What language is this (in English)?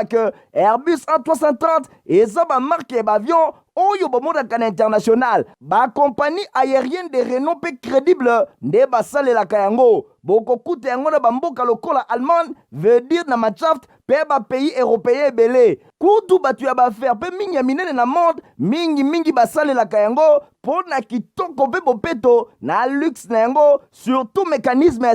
Lingala